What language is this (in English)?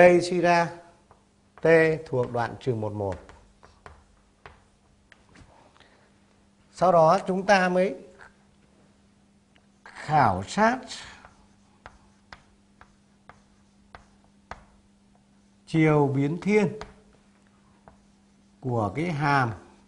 Vietnamese